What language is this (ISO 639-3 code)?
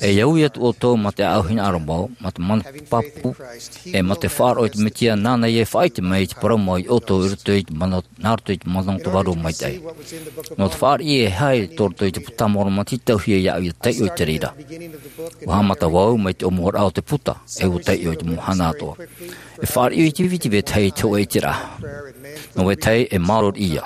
tah